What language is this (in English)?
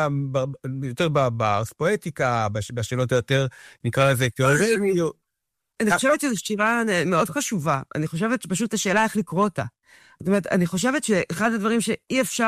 Hebrew